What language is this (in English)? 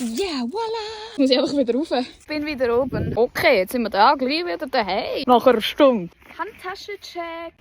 Swiss German